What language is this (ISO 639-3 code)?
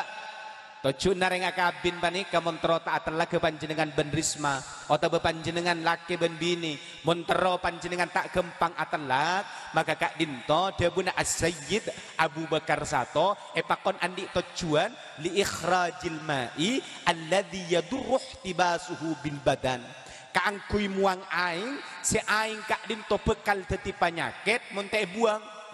mad